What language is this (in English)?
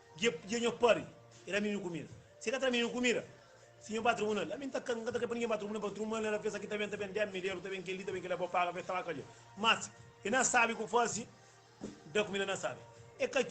Kabuverdianu